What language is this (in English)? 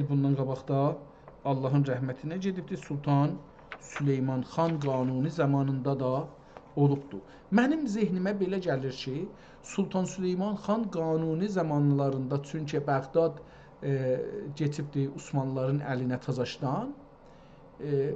South Azerbaijani